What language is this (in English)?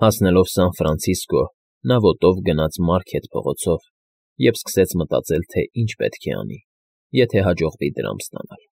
Armenian